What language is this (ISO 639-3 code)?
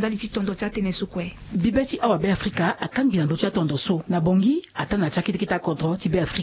sag